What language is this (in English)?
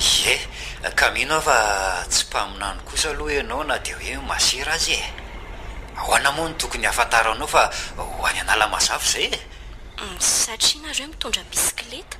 Malagasy